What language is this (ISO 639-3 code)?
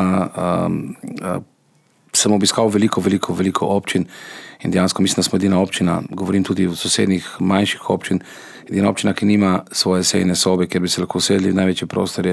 slv